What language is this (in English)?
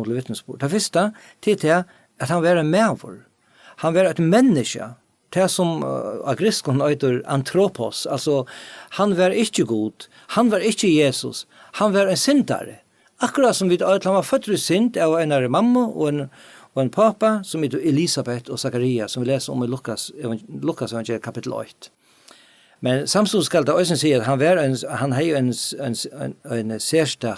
Faroese